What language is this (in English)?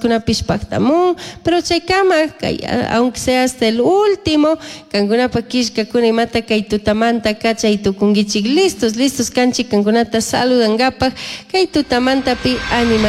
Chimborazo Highland Quichua